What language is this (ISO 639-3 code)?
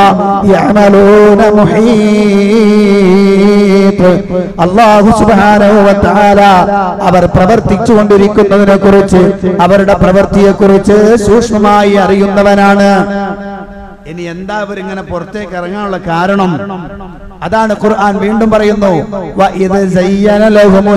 mal